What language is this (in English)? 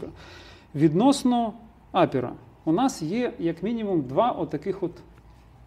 Ukrainian